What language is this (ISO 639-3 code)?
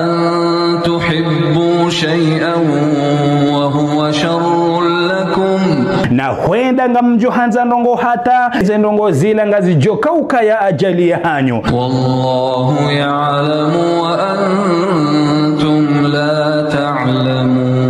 zdj